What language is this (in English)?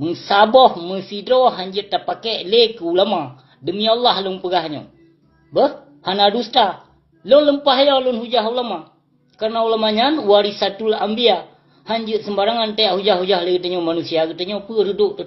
Achinese